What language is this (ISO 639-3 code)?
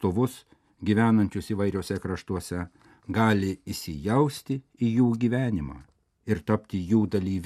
lit